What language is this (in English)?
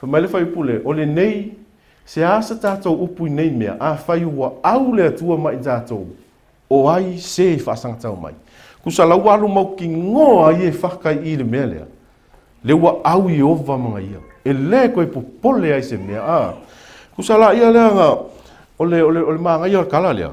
Samoan